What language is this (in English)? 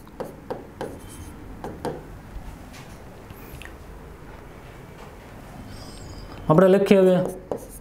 Gujarati